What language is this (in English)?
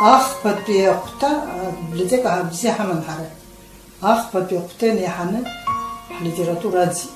Abkhazian